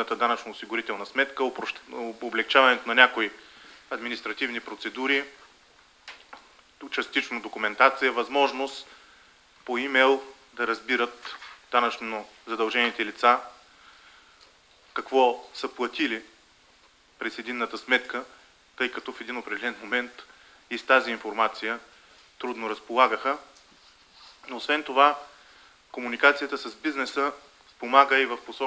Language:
Bulgarian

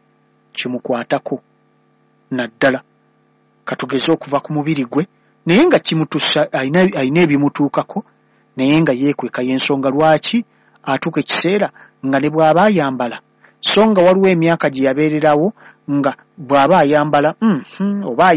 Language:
Ganda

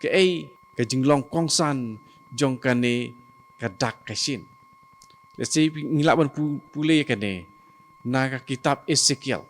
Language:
Khasi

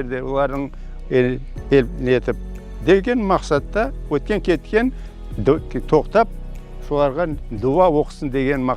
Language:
Crimean Tatar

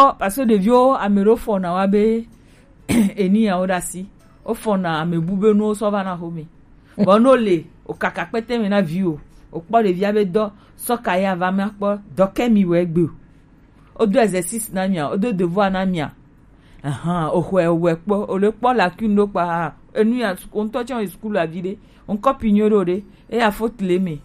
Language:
Gen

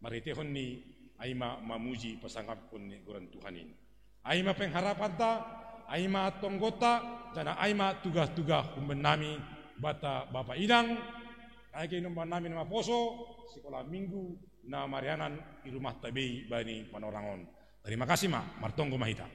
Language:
Batak Simalungun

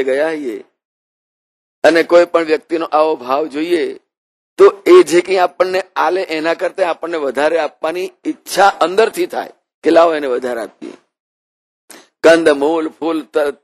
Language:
Gujarati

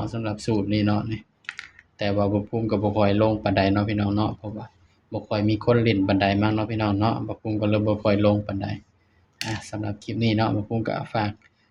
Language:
Northeastern Thai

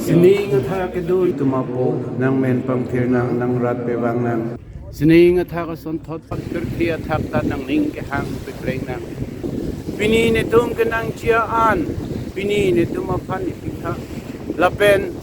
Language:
Karbi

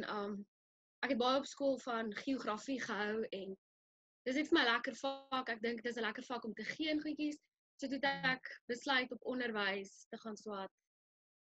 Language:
Afrikaans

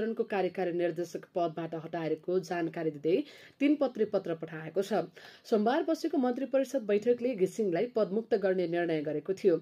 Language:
Nepali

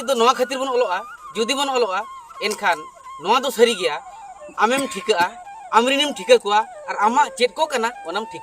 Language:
Santali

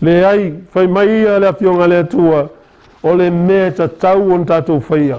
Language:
Samoan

